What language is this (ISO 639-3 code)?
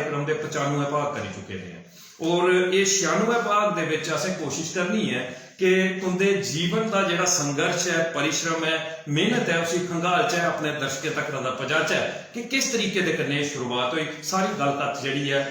doi